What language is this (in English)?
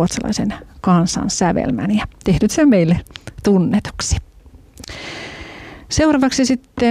Finnish